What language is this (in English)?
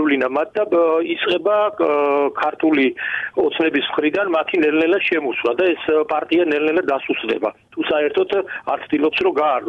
Georgian